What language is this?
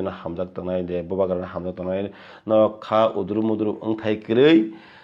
Kok Borok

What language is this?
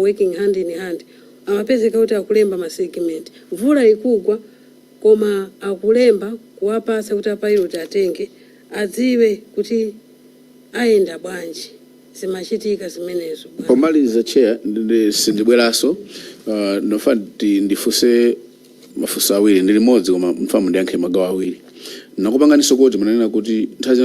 Nyanja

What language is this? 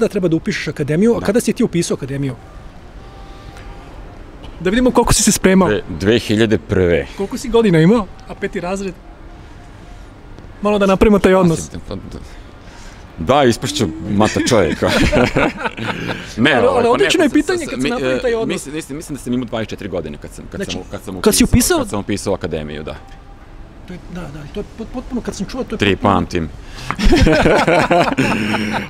Serbian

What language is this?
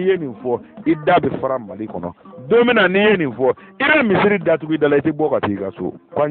Bambara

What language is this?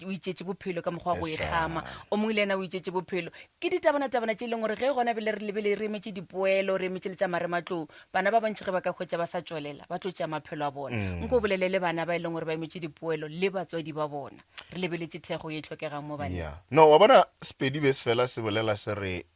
Northern Sotho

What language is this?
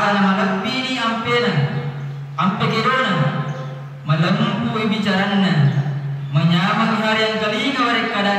Buginese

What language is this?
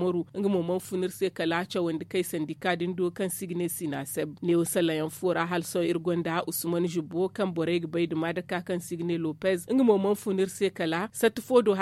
Zarma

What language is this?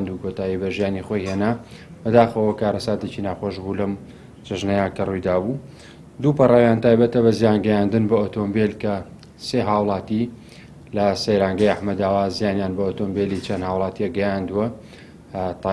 Central Kurdish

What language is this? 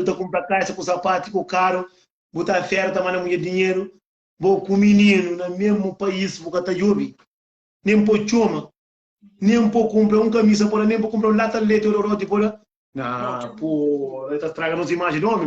Kabuverdianu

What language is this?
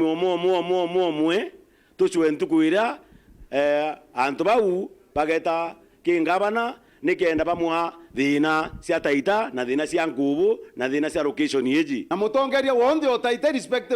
Meru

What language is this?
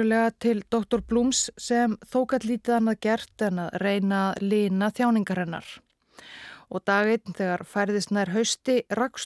Icelandic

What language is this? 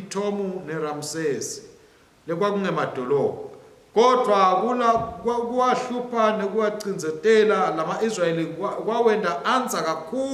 Swati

